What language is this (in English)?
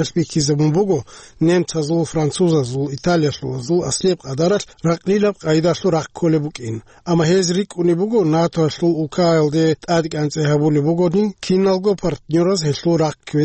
Avaric